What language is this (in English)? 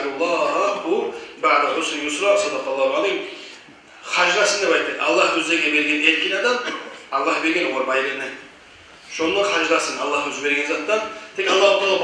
Kumyk